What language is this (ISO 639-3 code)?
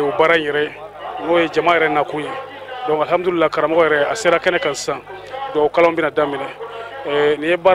bam